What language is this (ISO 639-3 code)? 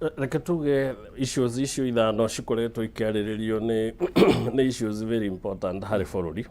kik